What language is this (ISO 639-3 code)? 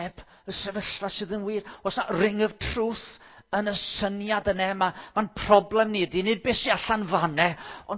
cym